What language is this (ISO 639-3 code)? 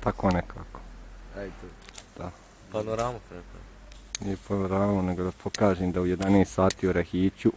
bos